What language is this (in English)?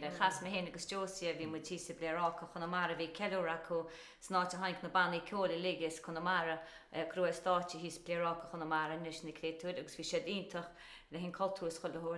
Irish